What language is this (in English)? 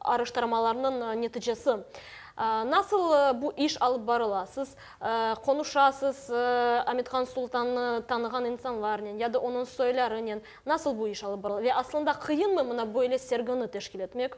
Crimean Tatar